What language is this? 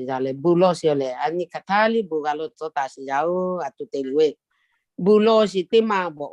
Lahu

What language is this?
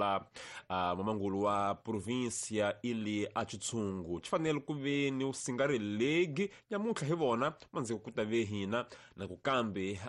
Tsonga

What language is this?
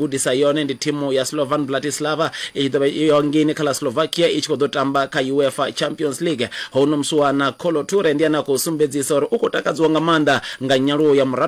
Venda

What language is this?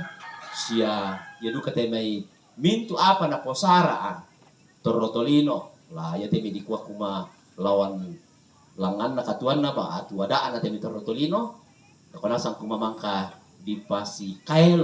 Toraja-Sa'dan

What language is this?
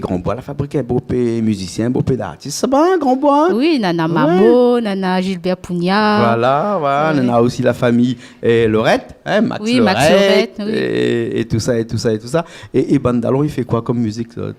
Réunion Creole French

